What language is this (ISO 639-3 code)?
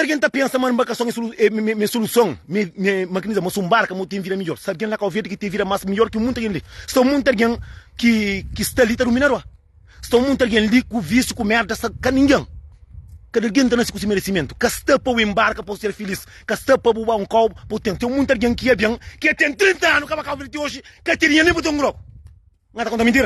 kea